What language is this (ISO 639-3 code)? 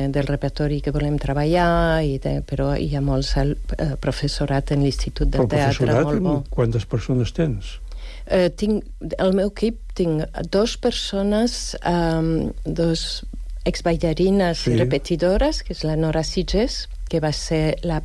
cat